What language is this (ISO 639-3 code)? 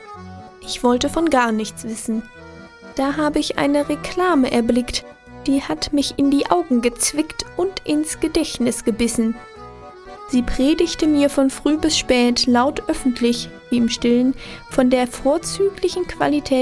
deu